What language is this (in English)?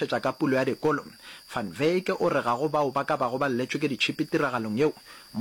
Northern Sotho